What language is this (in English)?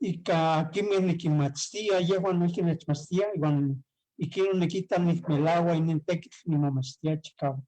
Eastern Huasteca Nahuatl